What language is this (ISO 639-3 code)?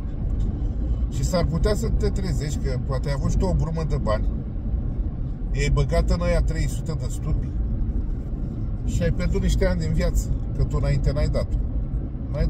ron